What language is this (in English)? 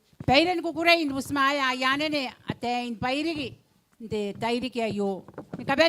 Gilbertese